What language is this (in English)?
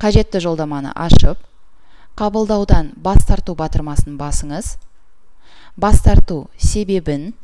Kazakh